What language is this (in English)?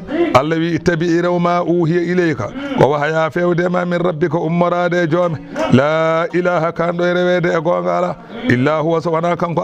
Fula